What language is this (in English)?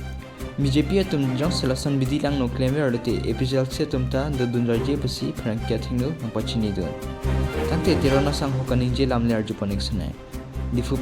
Karbi